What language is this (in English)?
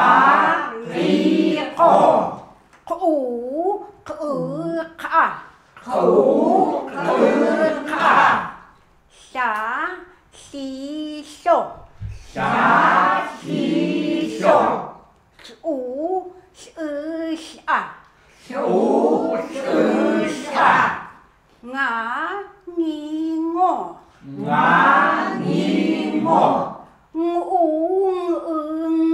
Chukot